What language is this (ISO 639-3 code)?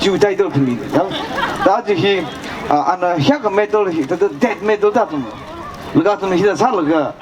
nmf